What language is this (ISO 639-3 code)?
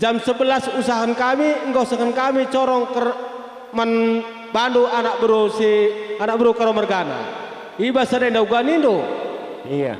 btx